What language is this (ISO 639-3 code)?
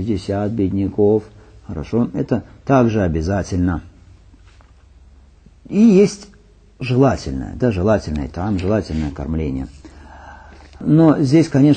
rus